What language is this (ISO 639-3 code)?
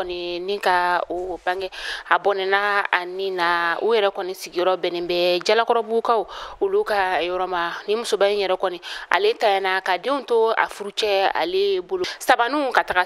bam